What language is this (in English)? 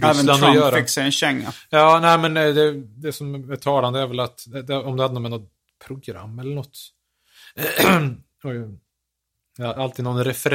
Swedish